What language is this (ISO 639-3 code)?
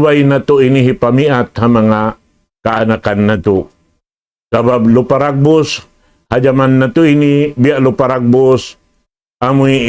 tsg